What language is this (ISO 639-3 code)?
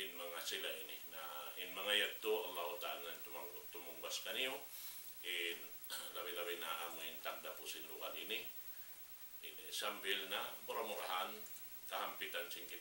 tsg